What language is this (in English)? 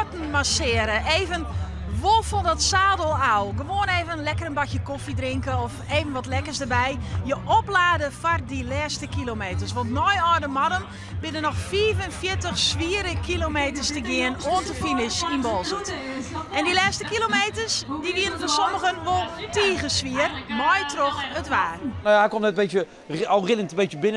Western Frisian